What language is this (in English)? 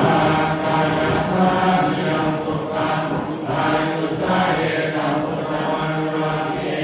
Pali